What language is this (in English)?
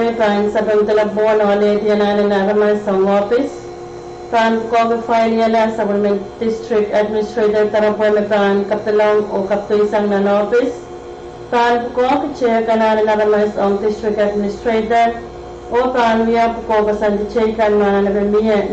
Pohnpeian